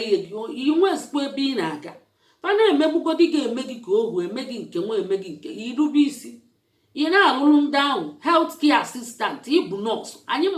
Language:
Igbo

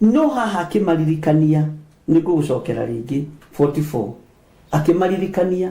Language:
Kikuyu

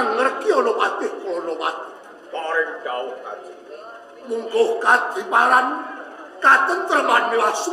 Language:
Javanese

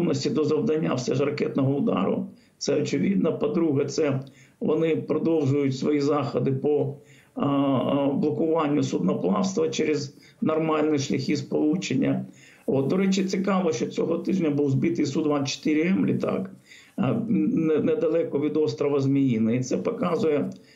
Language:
Ukrainian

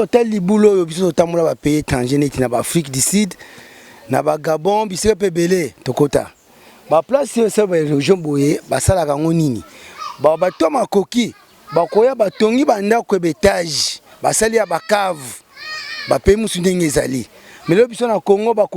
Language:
Lingala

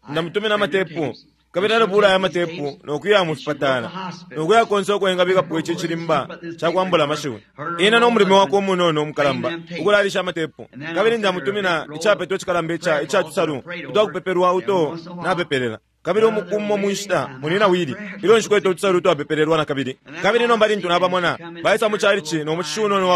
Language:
Bemba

